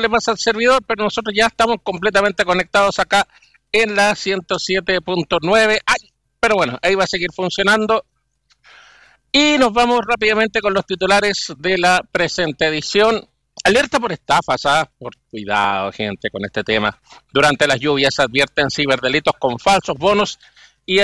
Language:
Spanish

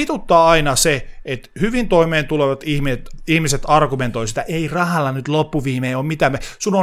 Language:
Finnish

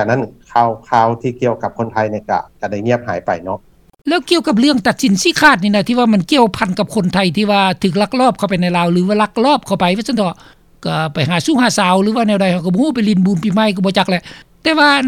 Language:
Lao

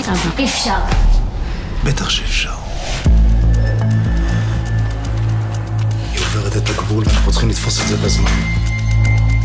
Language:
Hebrew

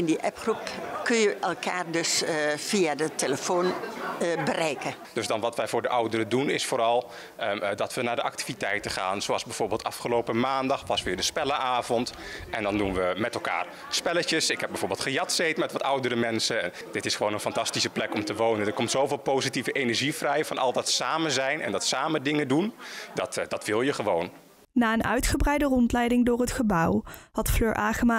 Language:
Dutch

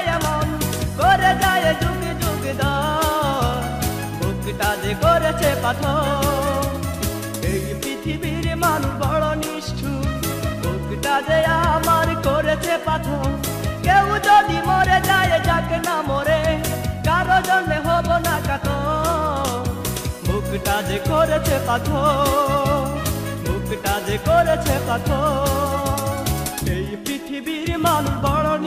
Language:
Bangla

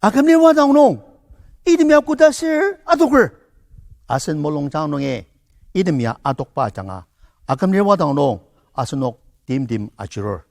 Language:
Ao Naga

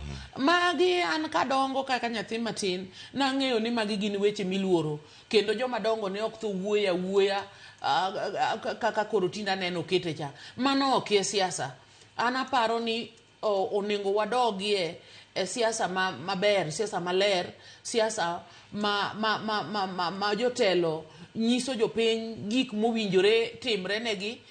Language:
Luo (Kenya and Tanzania)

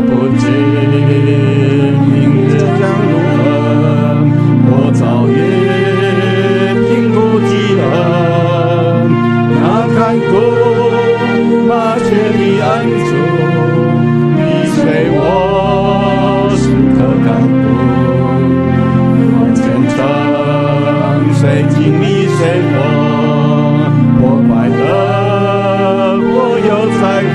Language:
Chinese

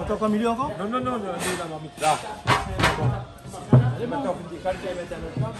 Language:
Réunion Creole French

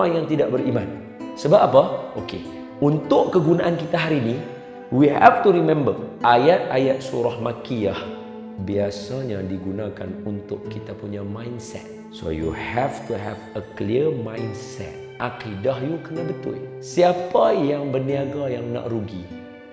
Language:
Malay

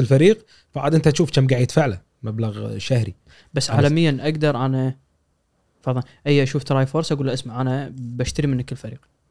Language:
Gulf Arabic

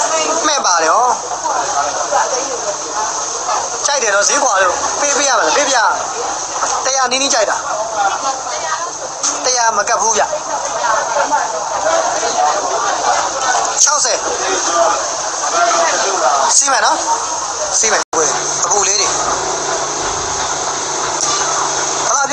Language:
Burmese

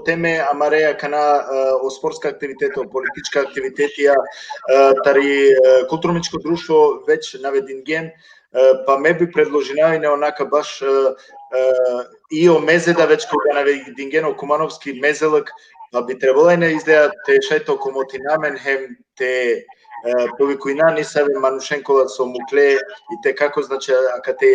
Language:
Balkan Romani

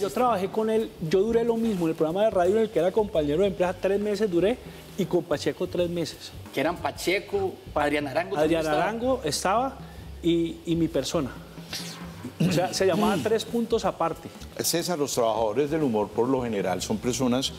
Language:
Spanish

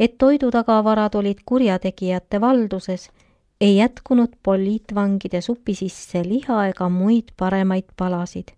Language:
Estonian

